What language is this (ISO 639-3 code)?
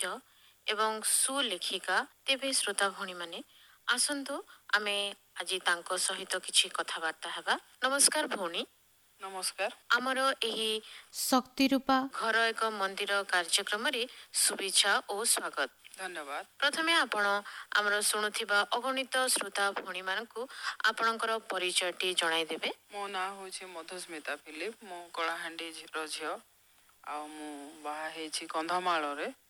ori